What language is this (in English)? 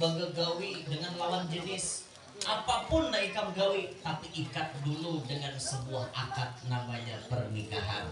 Banjar